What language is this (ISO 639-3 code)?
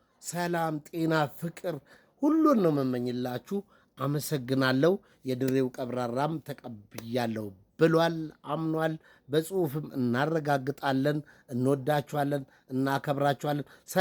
amh